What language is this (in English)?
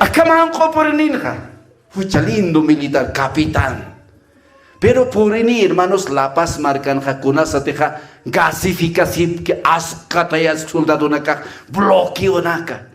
Aymara